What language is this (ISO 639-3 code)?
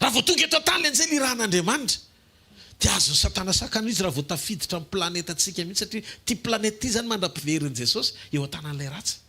mlg